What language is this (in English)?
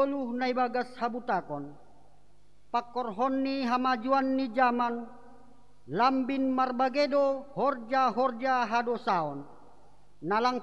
Batak Simalungun